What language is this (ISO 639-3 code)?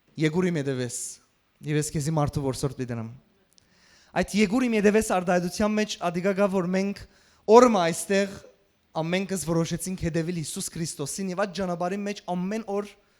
hyw